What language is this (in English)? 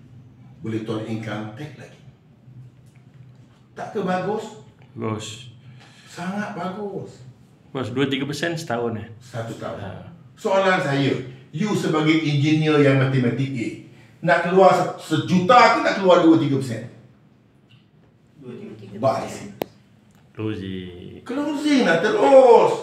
Malay